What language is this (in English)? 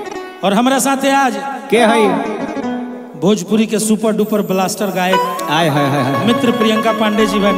Bhojpuri